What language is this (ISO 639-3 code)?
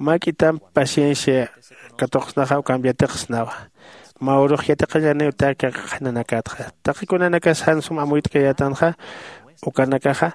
aym